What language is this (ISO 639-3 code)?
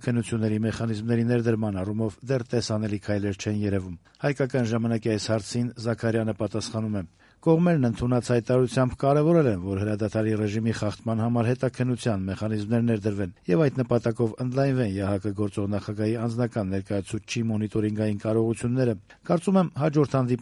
hye